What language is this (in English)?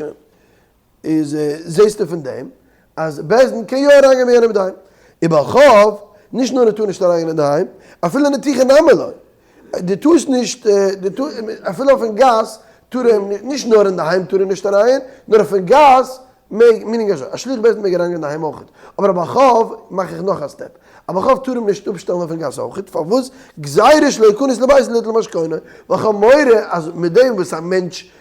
Yiddish